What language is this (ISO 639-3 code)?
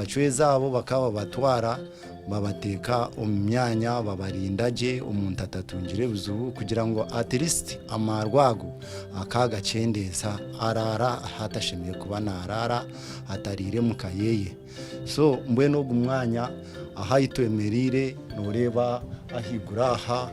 nyn